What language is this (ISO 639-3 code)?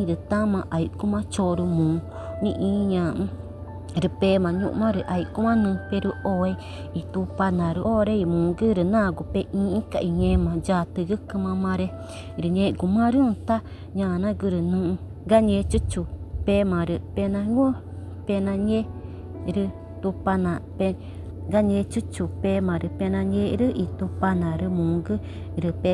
tca